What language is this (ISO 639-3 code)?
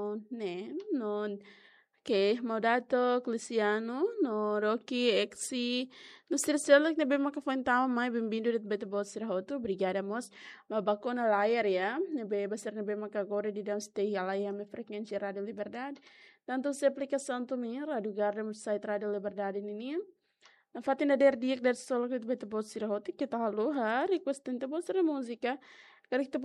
tet